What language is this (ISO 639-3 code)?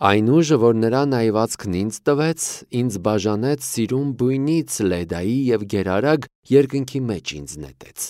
hye